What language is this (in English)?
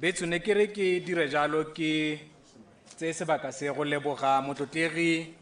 Tswana